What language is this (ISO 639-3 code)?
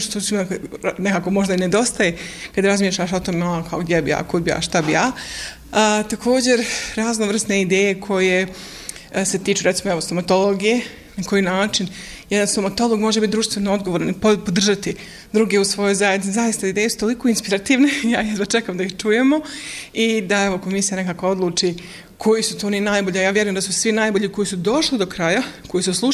bos